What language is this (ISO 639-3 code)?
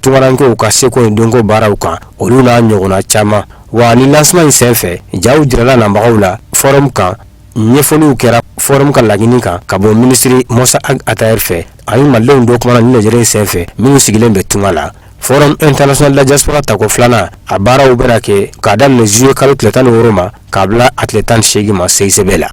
bam